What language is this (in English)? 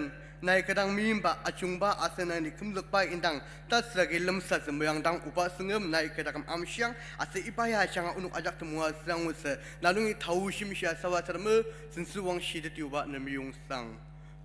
Ao Naga